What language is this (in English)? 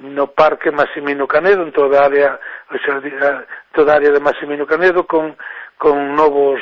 Galician